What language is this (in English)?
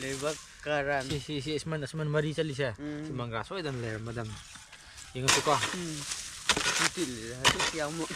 Manipuri